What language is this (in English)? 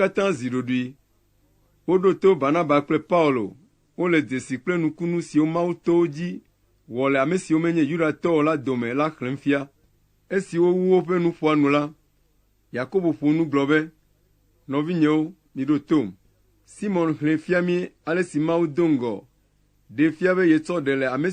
Ewe